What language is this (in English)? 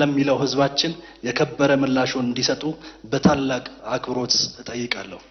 Amharic